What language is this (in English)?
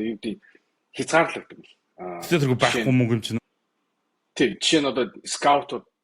Mongolian